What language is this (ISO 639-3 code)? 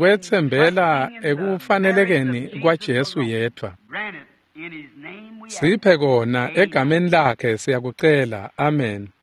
ssw